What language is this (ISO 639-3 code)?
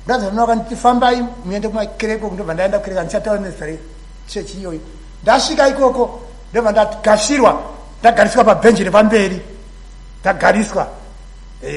sna